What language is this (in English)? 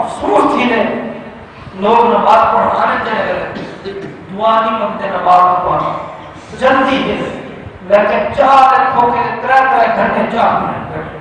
Saraiki